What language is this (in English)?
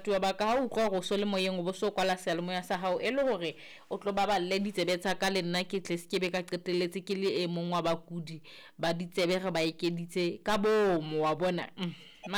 Southern Sotho